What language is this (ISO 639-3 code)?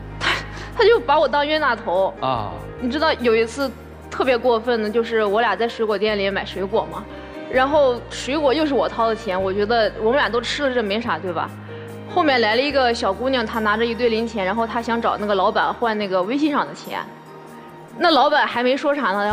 zho